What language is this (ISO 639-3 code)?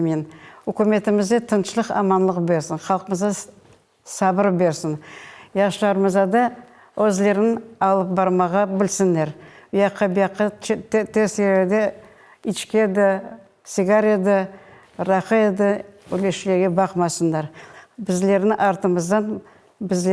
crh